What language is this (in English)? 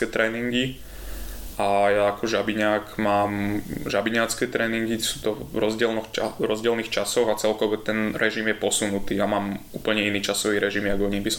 Slovak